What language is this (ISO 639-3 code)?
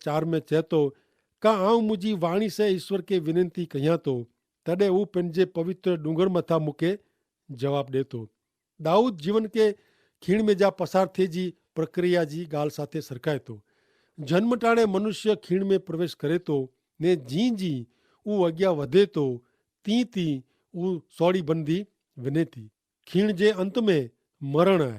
kfr